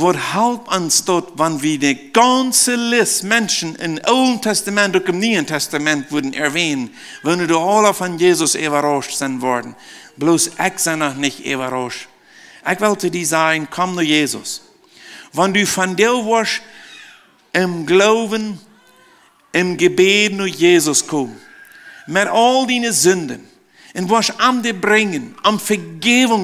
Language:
Plautdietsch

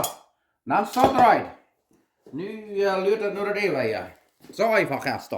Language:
Plautdietsch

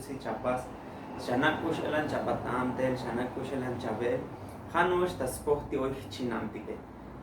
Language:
Tzotzil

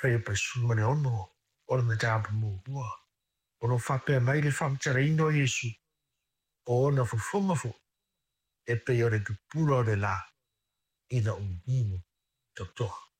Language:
Samoan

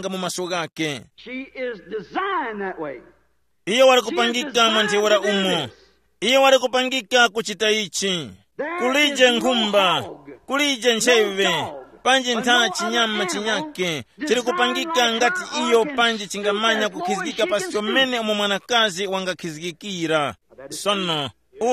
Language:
Tumbuka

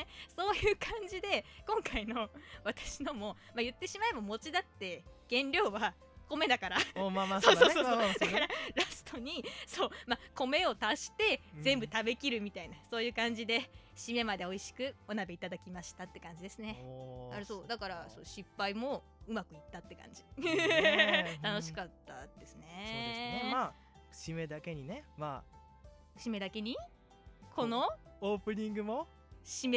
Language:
Japanese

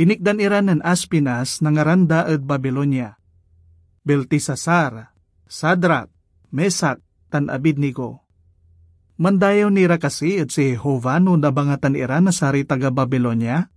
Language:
Pangasinan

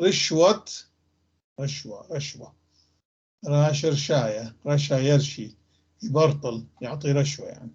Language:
North Levantine Arabic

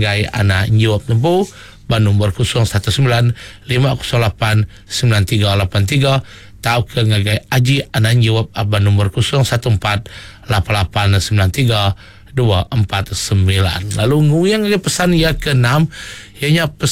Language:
Iban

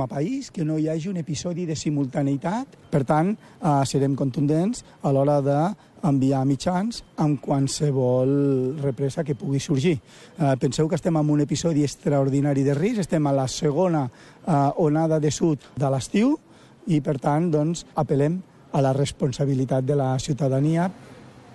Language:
Catalan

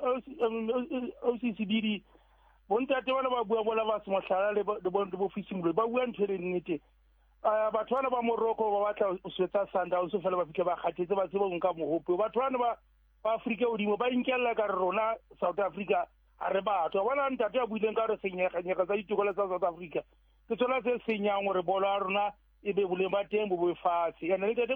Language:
Southern Sotho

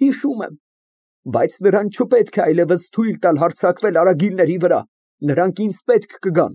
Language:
Armenian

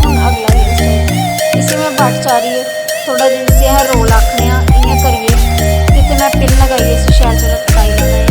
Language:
Dogri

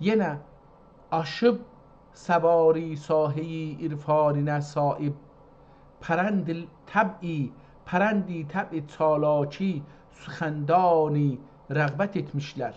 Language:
South Azerbaijani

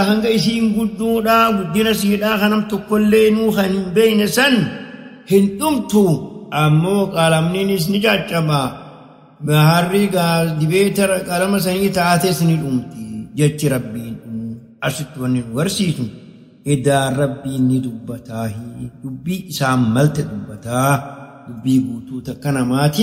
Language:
Oromo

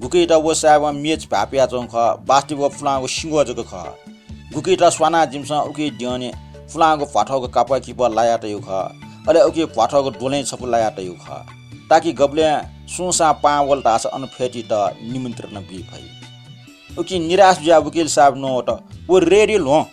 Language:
Newari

